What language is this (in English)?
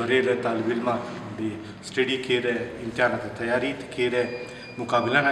Brahui